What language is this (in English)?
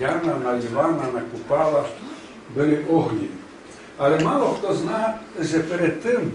Rusyn